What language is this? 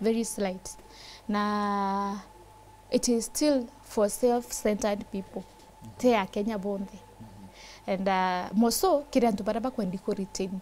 Meru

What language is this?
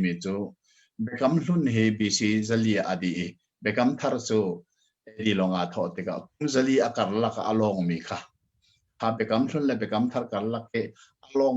Hakha Chin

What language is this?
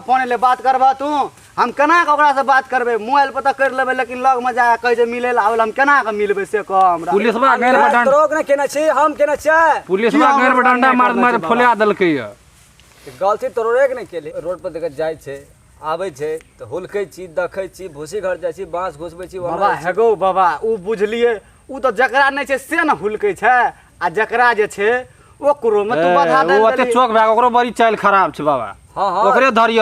Maithili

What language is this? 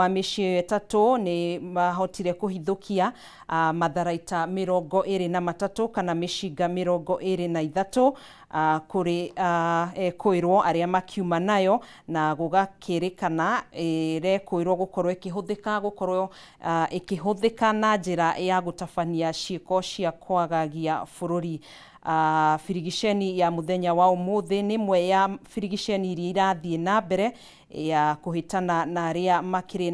Kikuyu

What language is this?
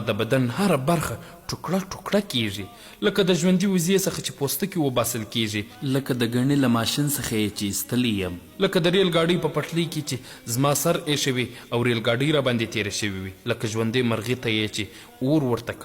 Pashto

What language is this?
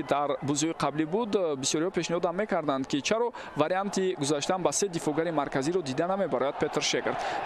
Tajik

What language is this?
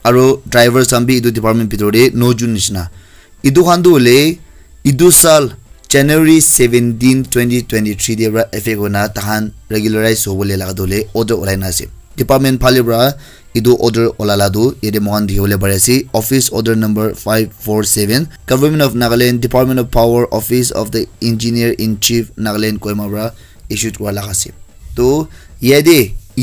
Naga Pidgin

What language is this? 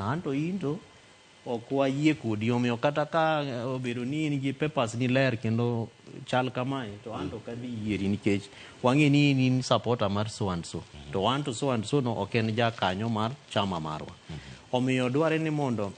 Luo (Kenya and Tanzania)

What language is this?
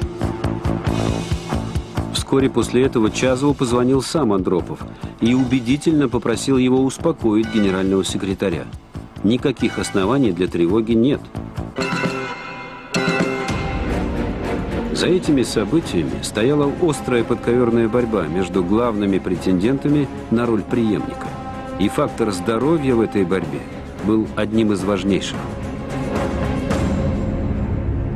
Russian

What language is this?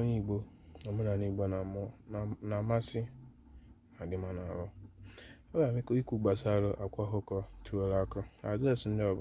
Igbo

